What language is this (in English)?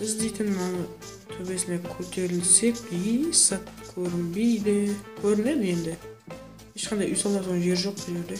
Kara-Kalpak